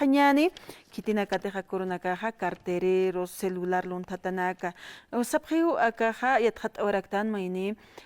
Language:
Aymara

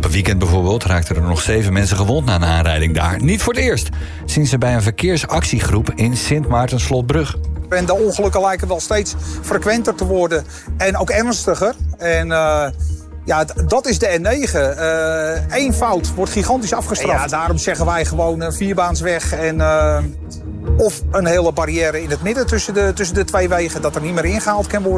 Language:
Dutch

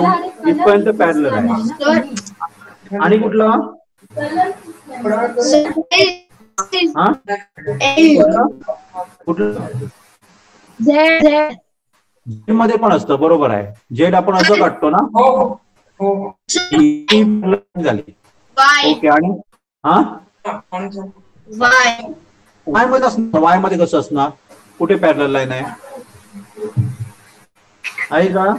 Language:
Marathi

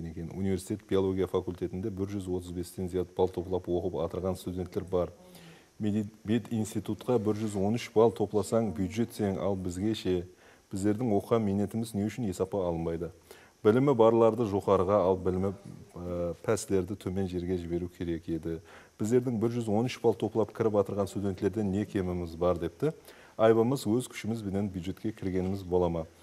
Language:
Kara-Kalpak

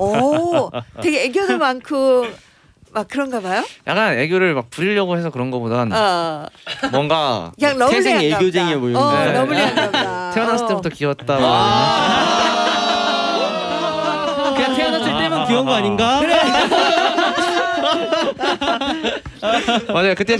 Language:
Korean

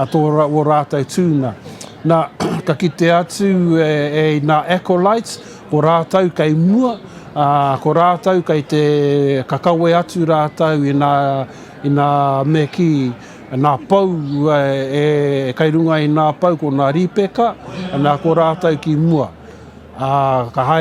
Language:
Māori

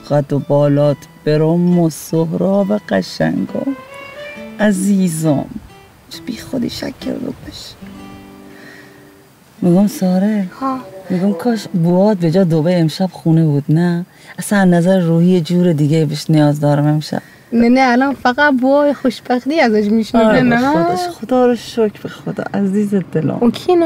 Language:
Persian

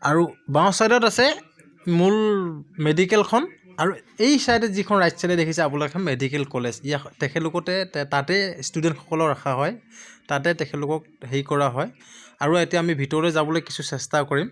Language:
Assamese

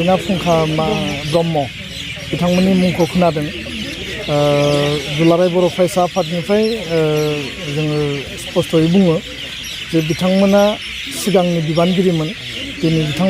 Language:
Bodo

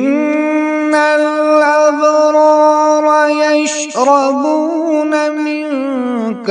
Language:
Kashmiri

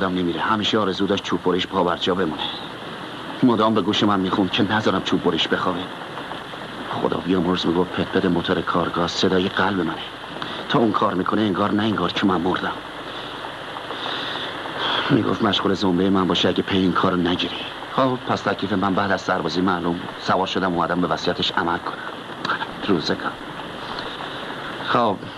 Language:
Persian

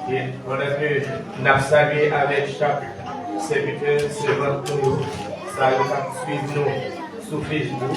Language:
Haitian Creole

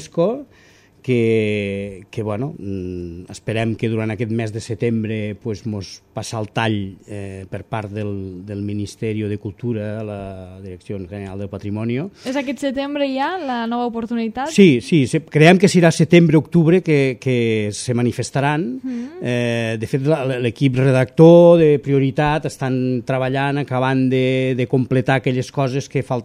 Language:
Catalan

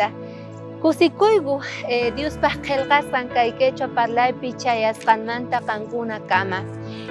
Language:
South Bolivian Quechua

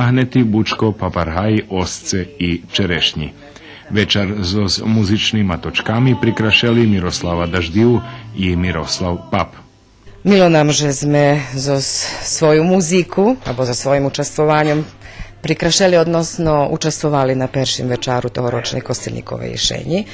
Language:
Rusyn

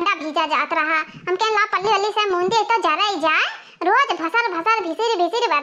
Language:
Awadhi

